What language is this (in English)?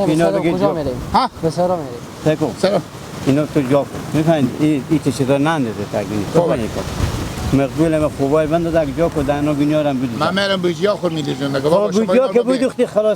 Hazaragi